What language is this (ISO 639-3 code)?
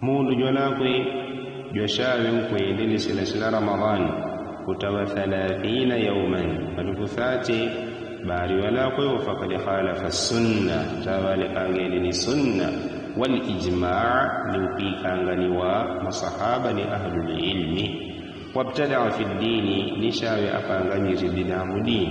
yao